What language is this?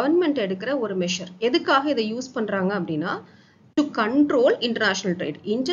Tamil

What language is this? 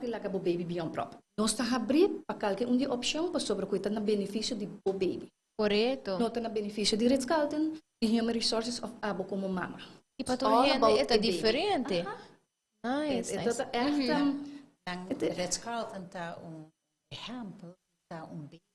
Papiamento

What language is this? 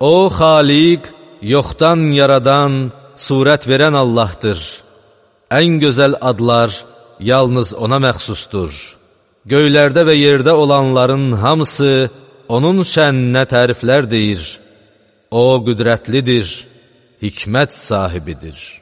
Azerbaijani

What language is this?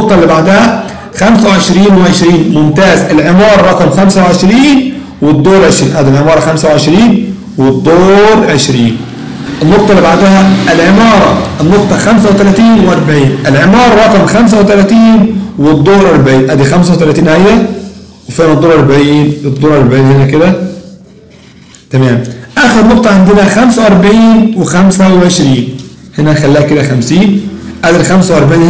Egyptian Arabic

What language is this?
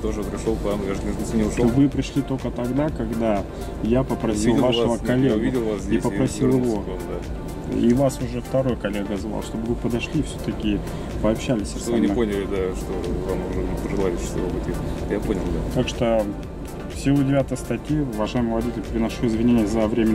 Russian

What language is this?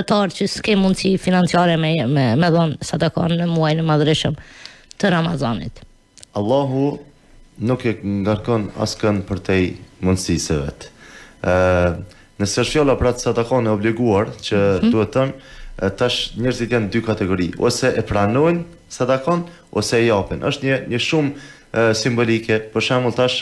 Albanian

